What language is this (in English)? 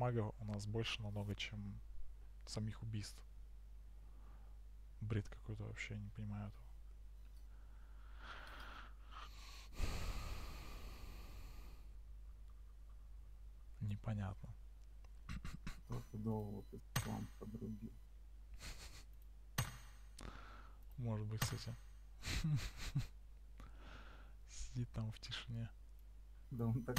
Russian